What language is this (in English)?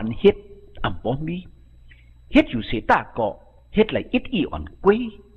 Shan